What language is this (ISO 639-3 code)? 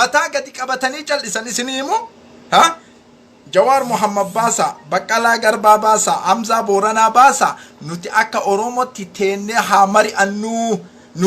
orm